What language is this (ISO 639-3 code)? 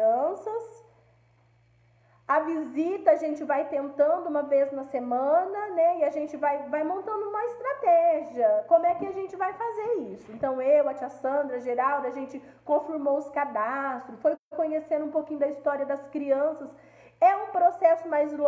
por